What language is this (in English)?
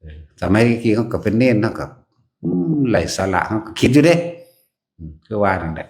Northeastern Thai